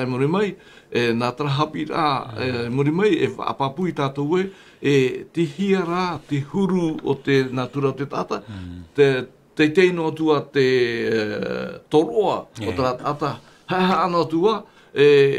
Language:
Tahitian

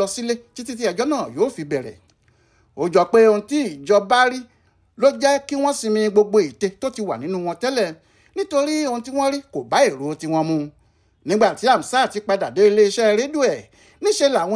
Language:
Yoruba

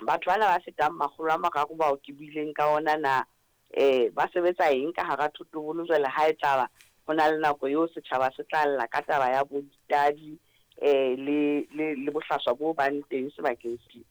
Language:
Southern Sotho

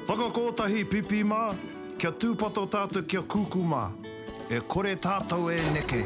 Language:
Māori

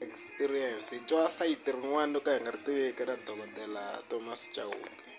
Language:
Tsonga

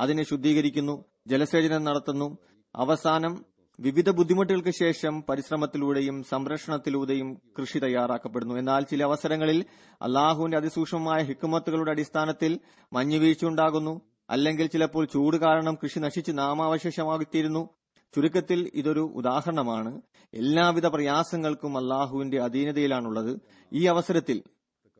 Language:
Malayalam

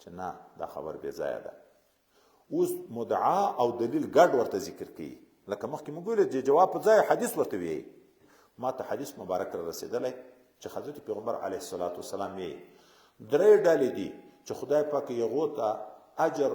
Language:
Pashto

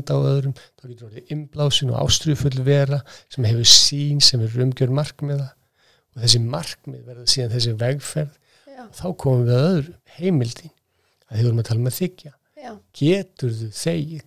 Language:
Icelandic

